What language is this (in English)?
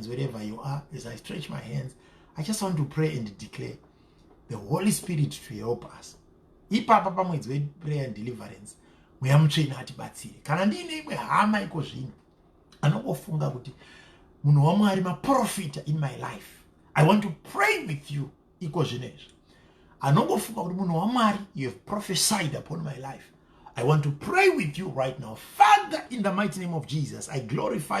Shona